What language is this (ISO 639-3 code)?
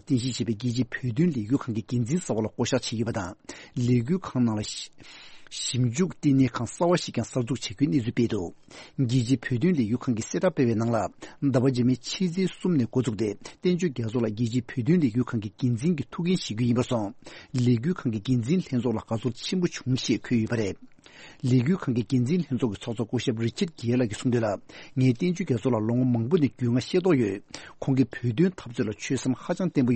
bod